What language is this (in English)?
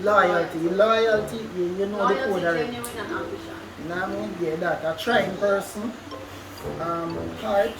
Jamaican Creole English